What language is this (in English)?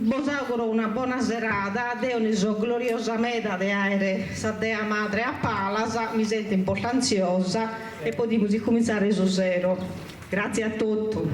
Sardinian